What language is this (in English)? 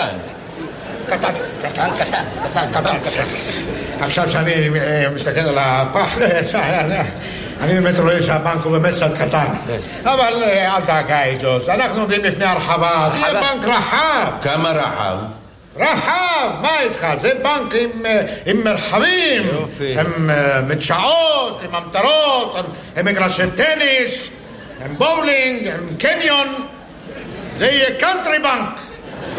Hebrew